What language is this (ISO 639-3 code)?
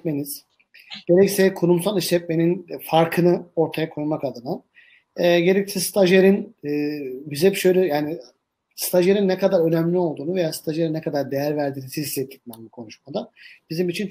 tur